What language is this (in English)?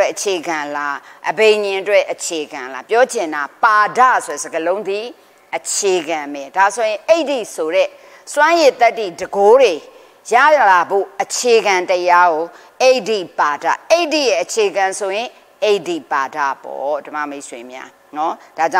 Burmese